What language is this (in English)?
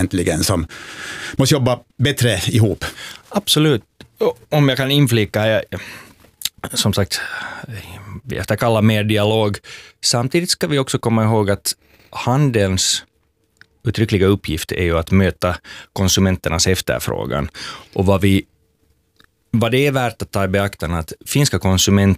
Swedish